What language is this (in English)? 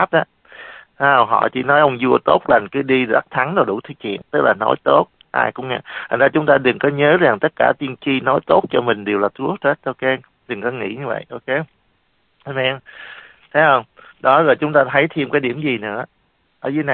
Vietnamese